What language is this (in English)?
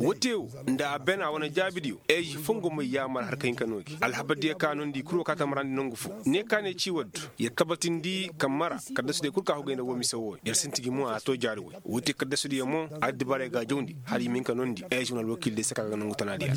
Koyraboro Senni